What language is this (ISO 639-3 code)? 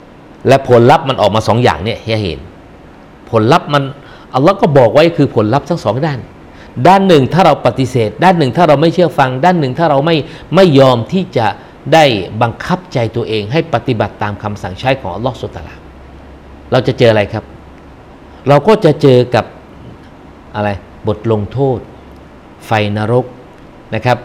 tha